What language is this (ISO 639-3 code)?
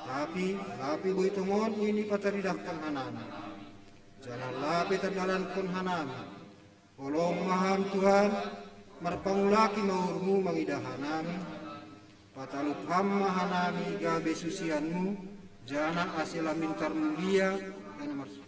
bts